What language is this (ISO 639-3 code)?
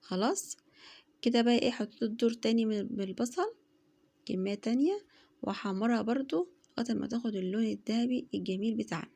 arz